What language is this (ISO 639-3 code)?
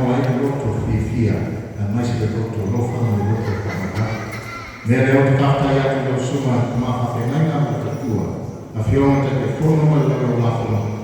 smo